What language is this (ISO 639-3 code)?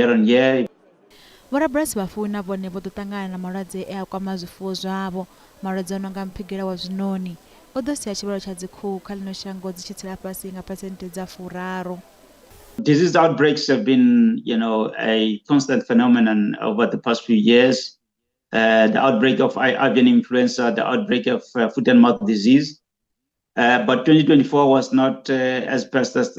ven